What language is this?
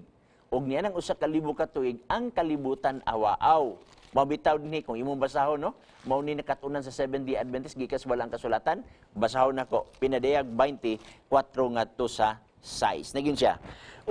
Cebuano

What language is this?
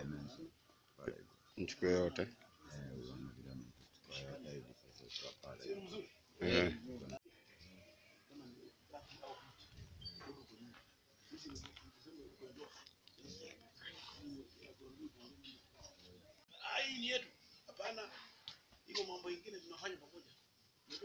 Swahili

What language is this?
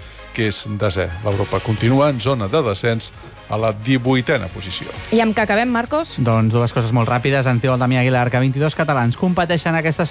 Catalan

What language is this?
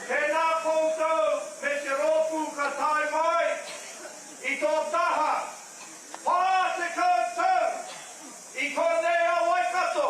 Māori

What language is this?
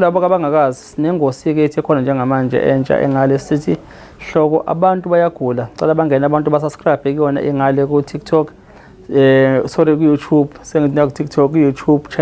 Zulu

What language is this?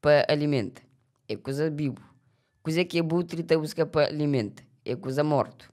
Kabuverdianu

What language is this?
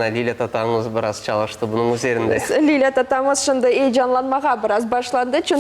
Crimean Tatar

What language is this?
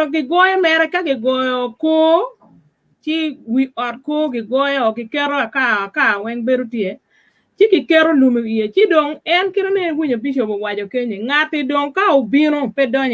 Acoli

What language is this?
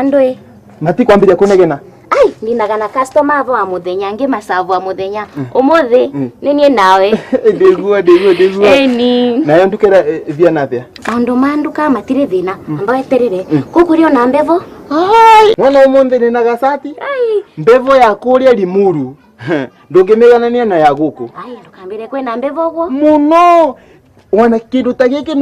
Meru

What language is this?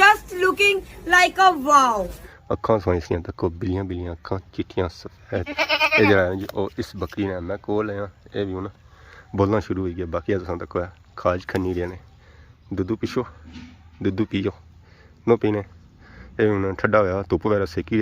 Pahari-Potwari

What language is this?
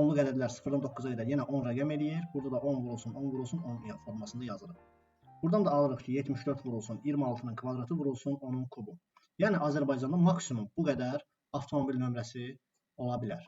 Azerbaijani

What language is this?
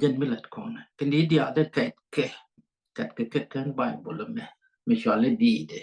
Nuer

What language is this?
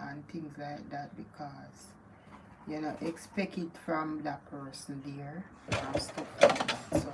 Jamaican Creole English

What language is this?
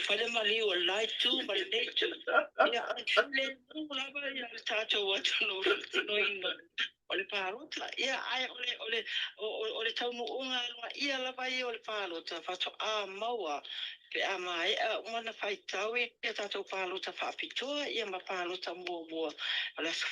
Samoan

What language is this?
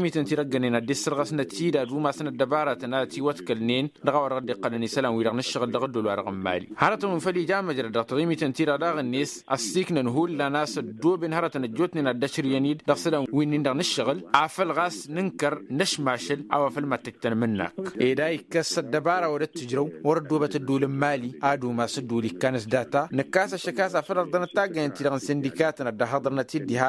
Tamasheq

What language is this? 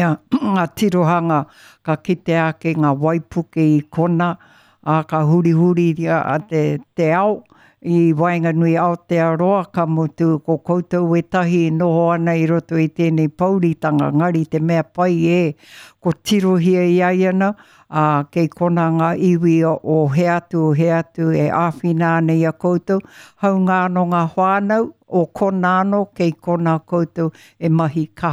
Māori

